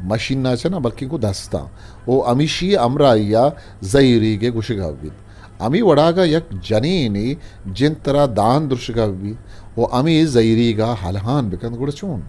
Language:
Eastern Balochi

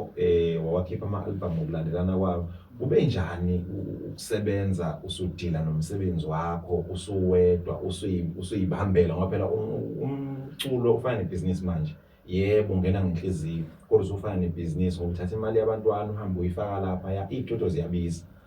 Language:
Zulu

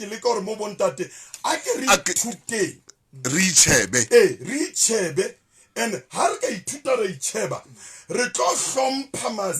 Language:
Southern Sotho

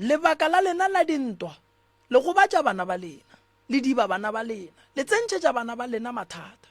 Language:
Northern Sotho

